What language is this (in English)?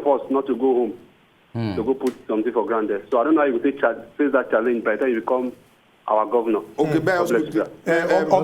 Nigerian Pidgin